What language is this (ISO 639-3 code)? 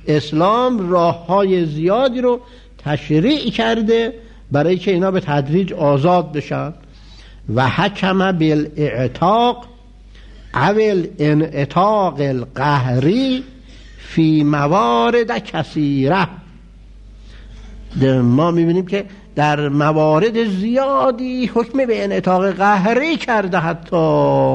fas